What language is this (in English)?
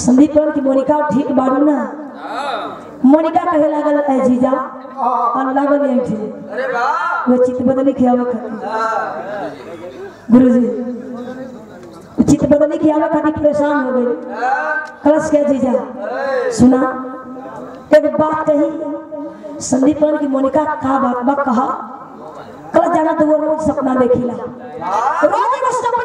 Bhojpuri